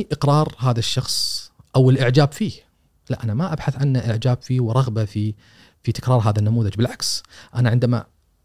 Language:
Gulf Arabic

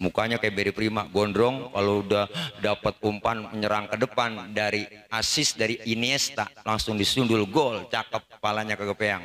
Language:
Betawi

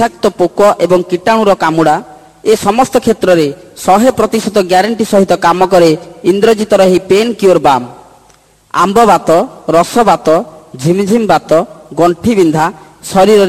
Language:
Odia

